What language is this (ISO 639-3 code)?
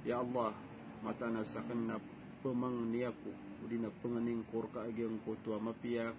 mrw